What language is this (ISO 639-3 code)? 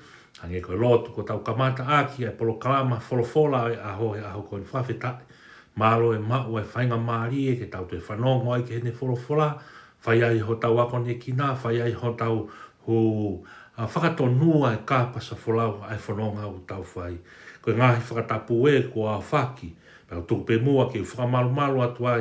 ton